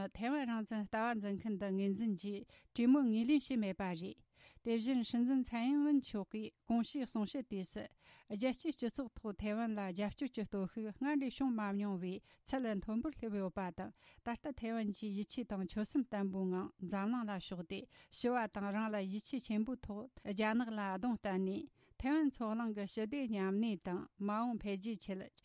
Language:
Tibetan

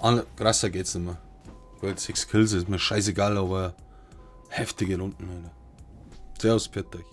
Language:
Bavarian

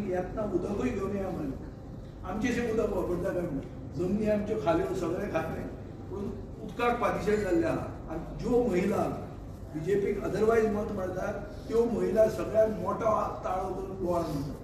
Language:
Konkani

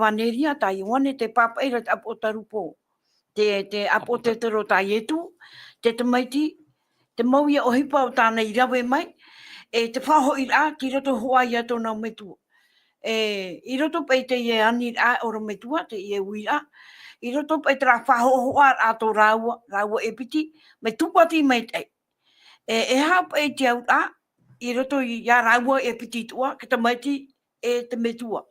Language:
Tahitian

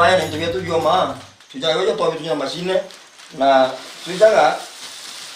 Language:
Meru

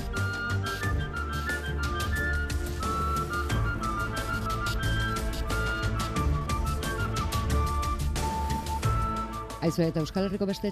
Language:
Basque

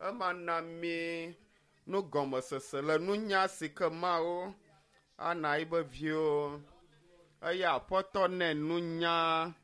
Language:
Ewe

